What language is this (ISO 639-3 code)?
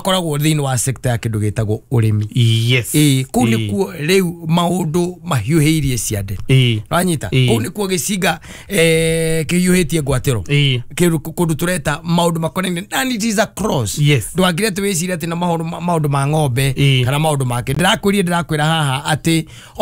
kik